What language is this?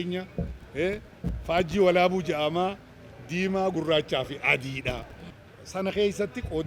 Oromo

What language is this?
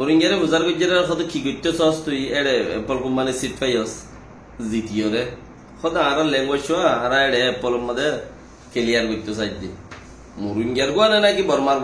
Rohingya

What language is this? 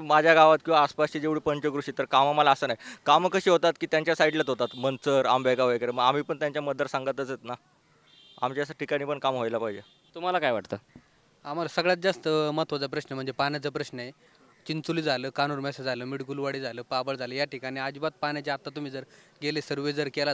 Marathi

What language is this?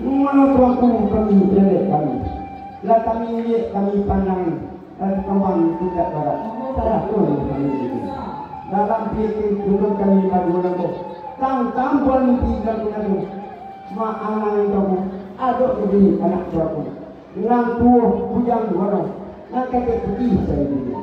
Minangkabau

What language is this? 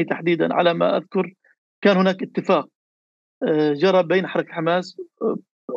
North Levantine Arabic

